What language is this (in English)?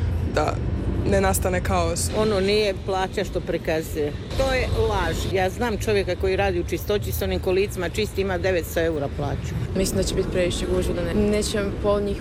Croatian